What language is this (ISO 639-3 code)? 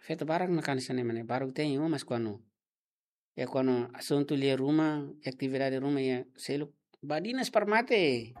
tet